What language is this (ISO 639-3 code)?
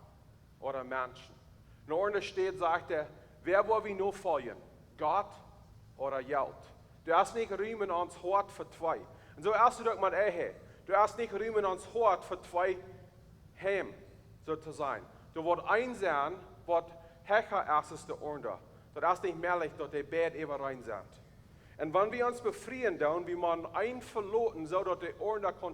pdt